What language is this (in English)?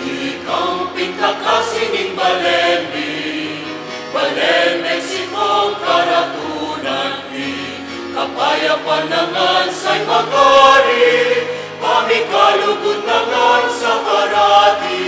Pampanga